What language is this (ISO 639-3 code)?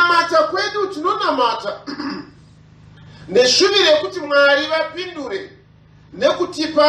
sna